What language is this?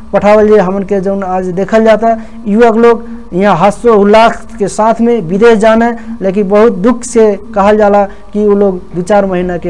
Bhojpuri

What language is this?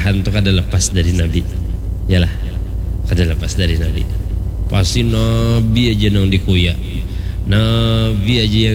Banjar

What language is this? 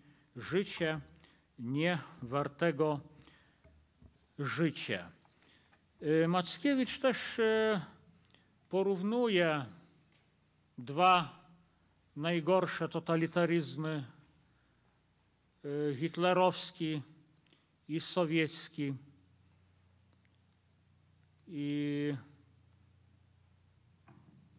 Polish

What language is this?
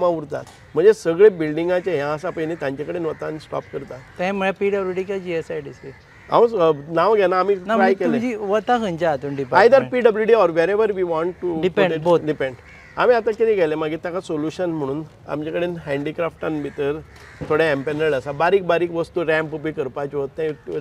Konkani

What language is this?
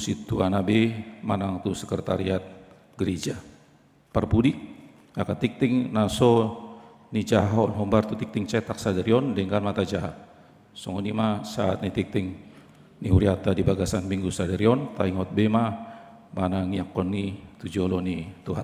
Batak Toba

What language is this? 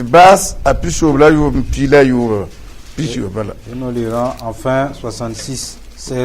Mossi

